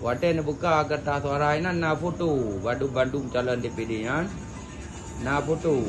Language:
Achinese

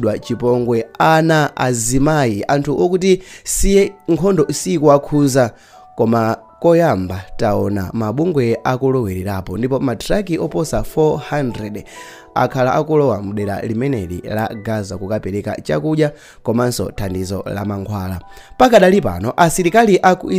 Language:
Nyanja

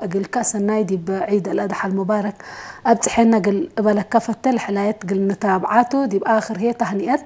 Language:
Tigre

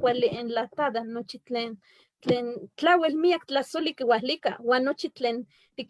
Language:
Eastern Huasteca Nahuatl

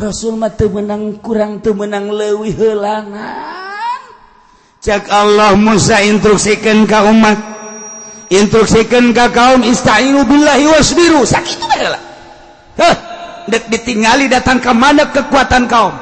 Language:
Sundanese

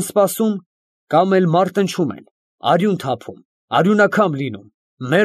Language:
Armenian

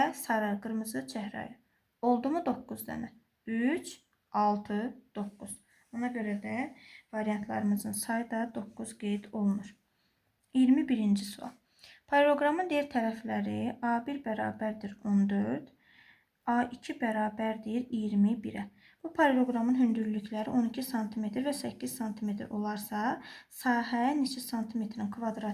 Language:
Azerbaijani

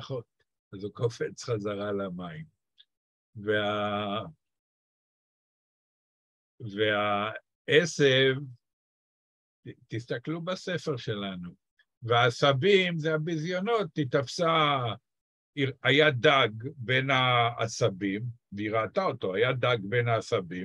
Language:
Hebrew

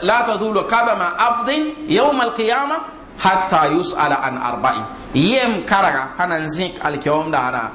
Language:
Mossi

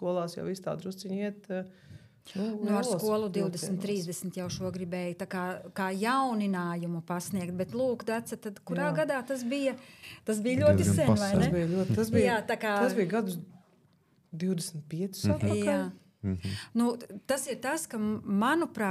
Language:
Latvian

